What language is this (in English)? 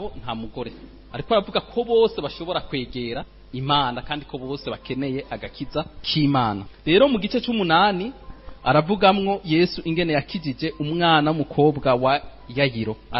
Rundi